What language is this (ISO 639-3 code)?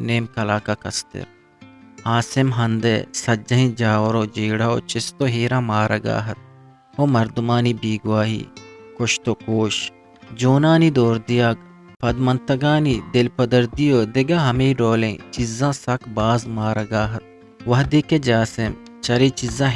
bgp